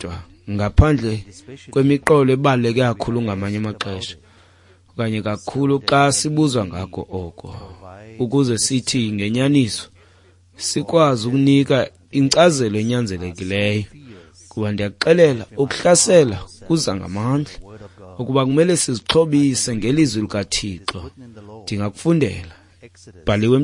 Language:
Xhosa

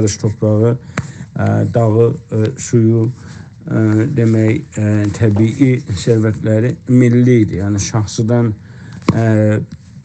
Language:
South Azerbaijani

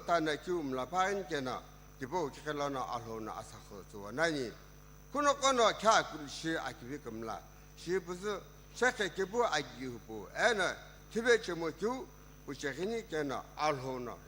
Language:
Sumi Naga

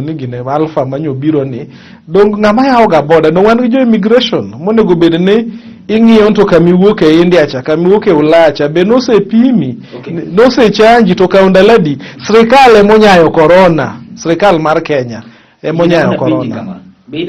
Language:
Luo (Kenya and Tanzania)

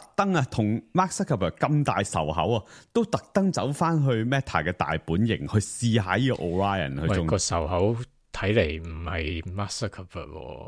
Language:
Cantonese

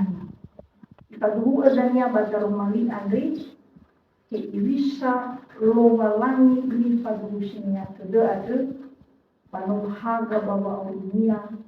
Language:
Nias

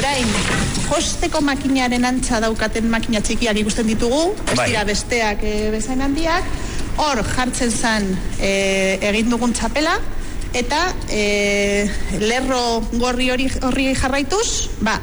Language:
Basque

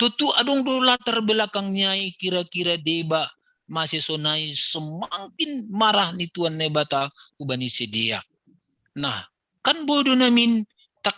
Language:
Batak Simalungun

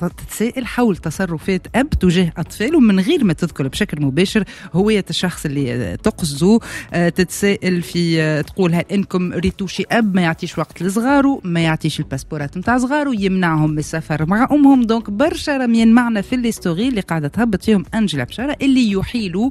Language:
Tunisian Arabic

